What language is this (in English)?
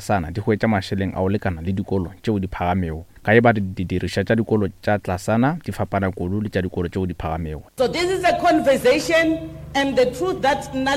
Northern Sotho